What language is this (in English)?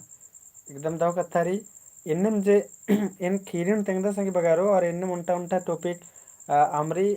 Kurukh